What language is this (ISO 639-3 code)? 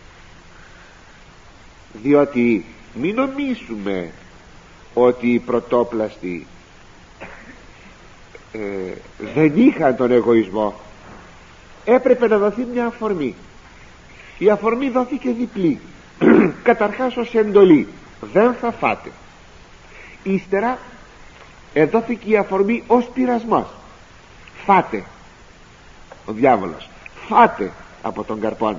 ell